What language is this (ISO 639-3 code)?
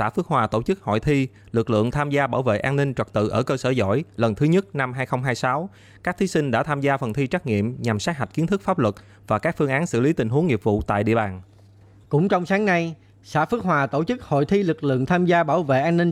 vie